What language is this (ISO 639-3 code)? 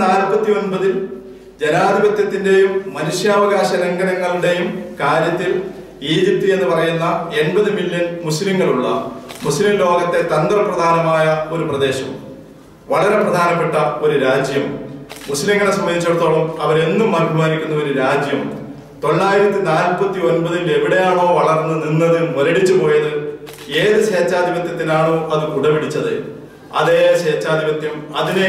mal